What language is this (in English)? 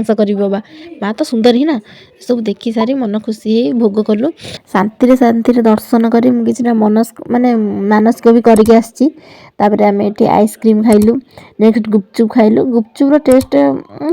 Odia